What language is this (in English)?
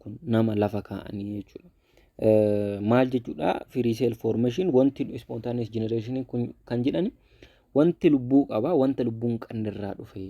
Oromo